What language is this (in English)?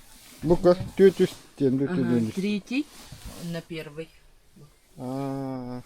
Yakut